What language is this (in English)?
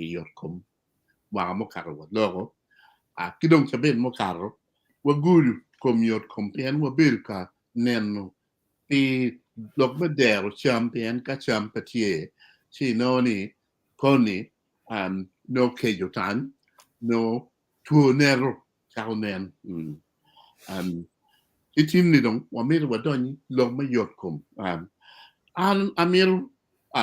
Acoli